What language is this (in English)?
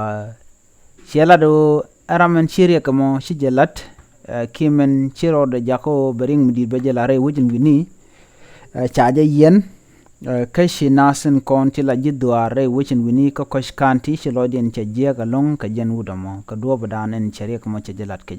Nuer